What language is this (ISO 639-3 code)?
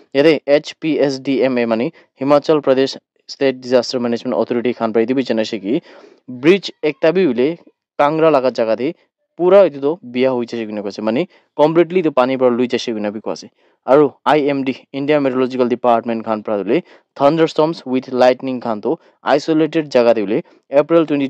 nag